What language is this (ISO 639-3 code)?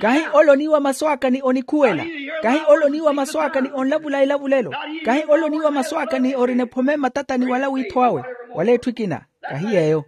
vmw